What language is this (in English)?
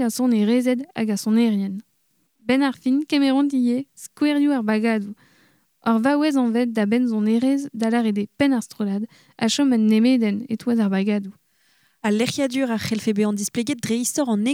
Breton